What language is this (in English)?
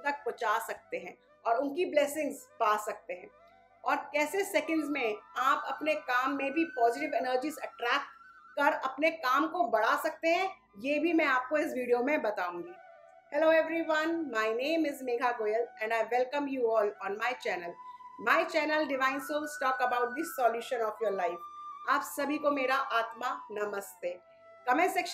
Hindi